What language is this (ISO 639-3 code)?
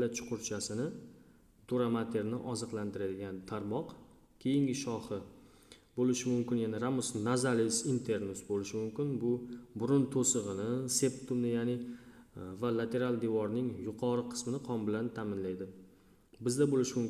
uzb